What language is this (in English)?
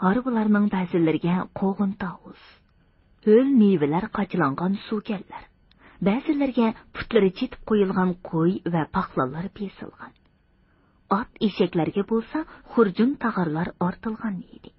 Uyghur